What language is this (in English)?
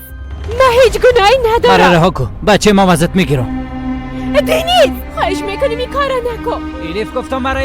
Persian